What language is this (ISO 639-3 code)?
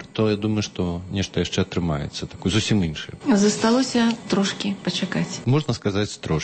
bel